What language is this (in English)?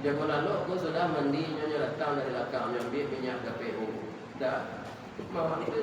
Minangkabau